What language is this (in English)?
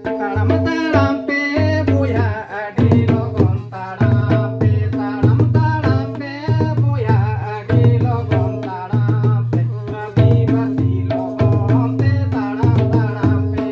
Santali